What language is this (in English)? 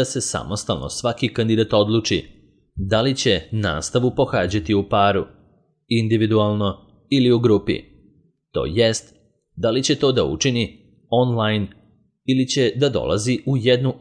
Serbian